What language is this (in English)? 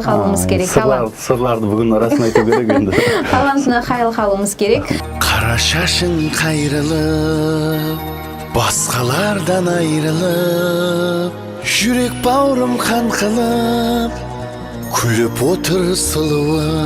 Kara-Kalpak